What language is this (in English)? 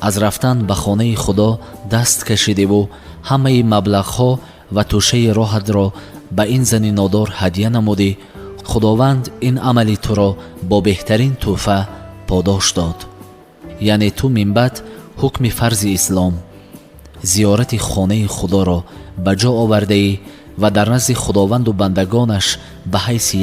Tajik